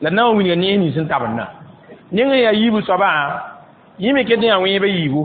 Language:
Mossi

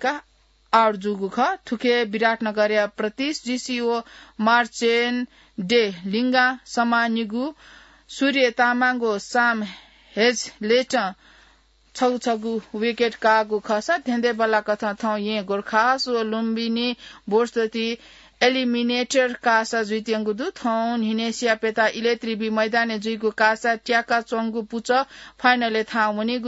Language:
Newari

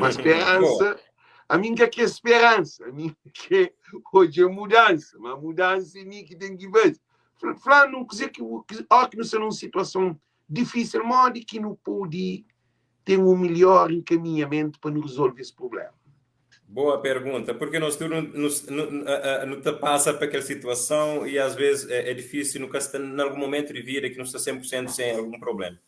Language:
Kabuverdianu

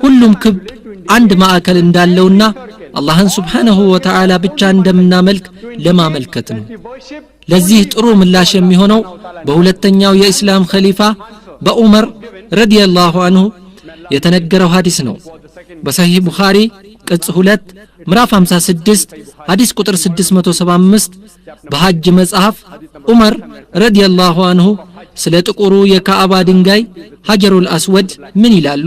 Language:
Amharic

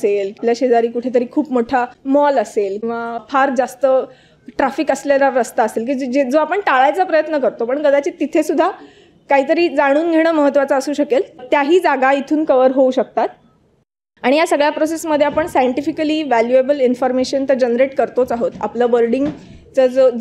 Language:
Marathi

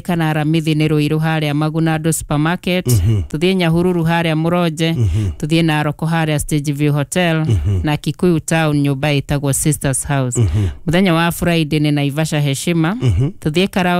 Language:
Kikuyu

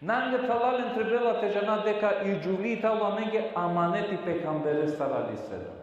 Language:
Balkan Romani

